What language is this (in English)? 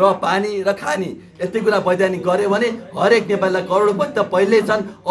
Nepali